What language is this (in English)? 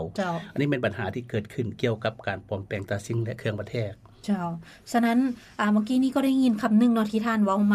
Lao